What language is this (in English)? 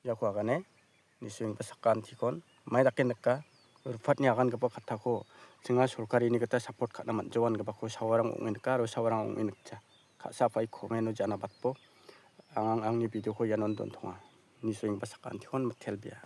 Garo